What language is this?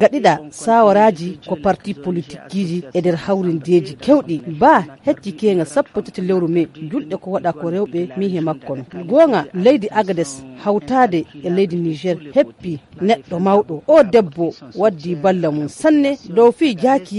Nigerian Fulfulde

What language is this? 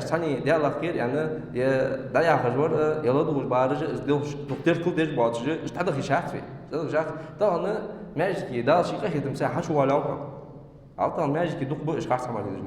Ingush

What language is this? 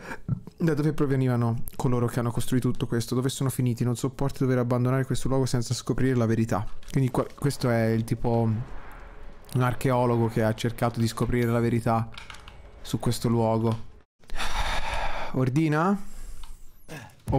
Italian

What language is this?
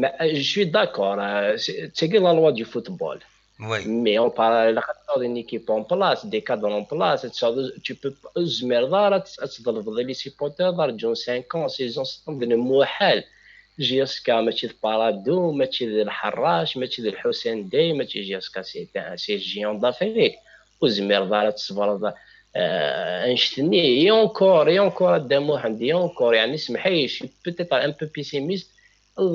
Kabyle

